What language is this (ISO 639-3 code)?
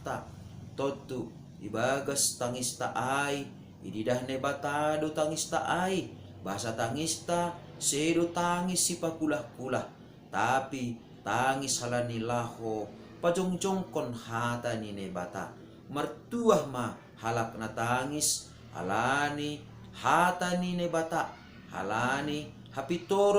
bts